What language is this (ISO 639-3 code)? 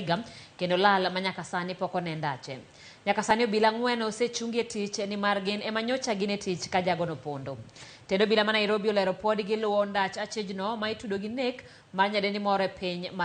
luo